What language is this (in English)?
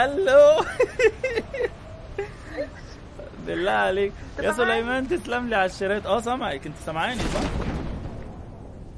Egyptian Arabic